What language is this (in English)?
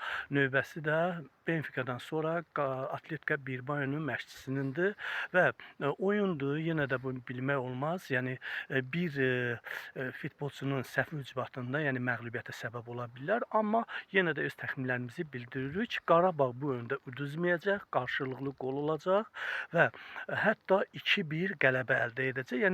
Azerbaijani